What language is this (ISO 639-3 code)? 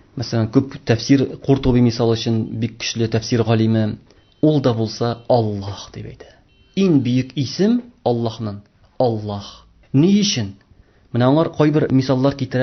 tat